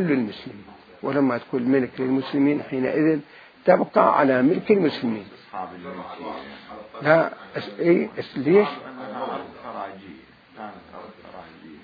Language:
Mesopotamian Arabic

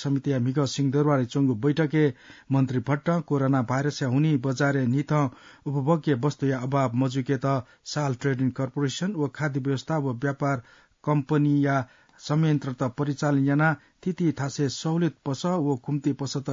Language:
Newari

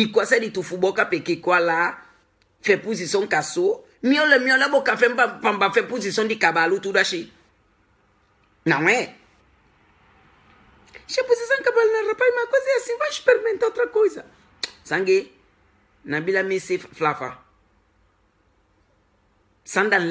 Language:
Portuguese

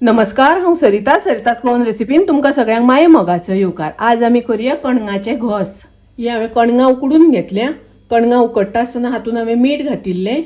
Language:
Konkani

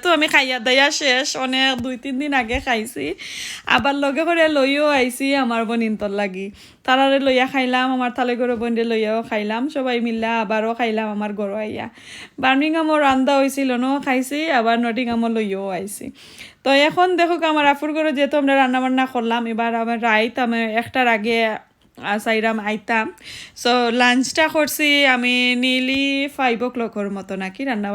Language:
Sylheti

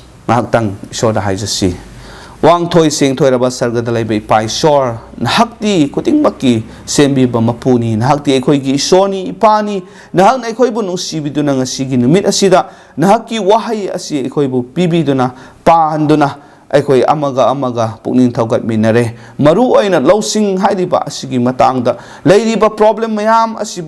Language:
Manipuri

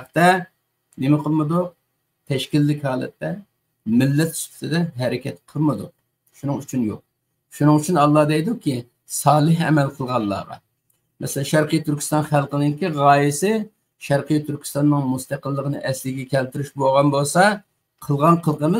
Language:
Uyghur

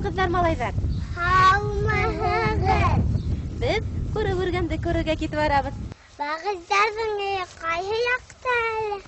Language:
Bashkir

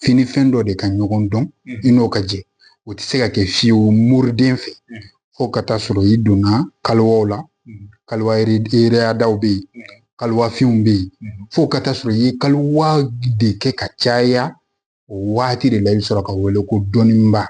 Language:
Bambara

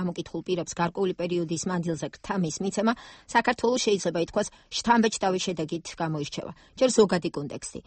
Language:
Georgian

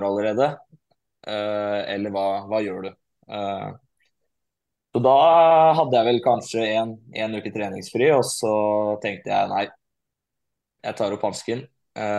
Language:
Norwegian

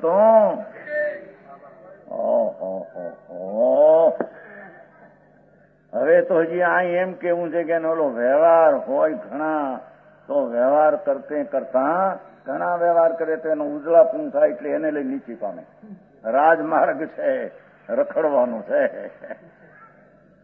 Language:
Gujarati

